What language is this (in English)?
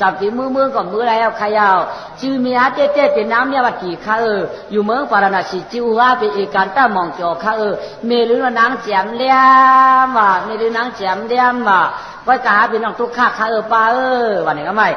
Shan